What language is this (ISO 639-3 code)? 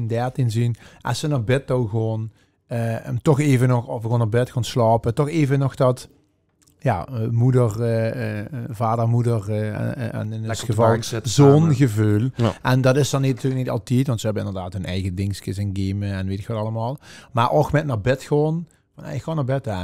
lim